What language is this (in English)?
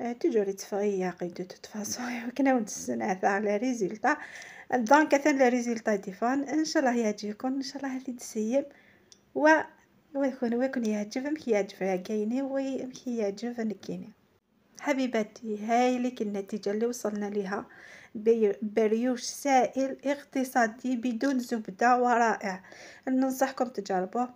Algerian Arabic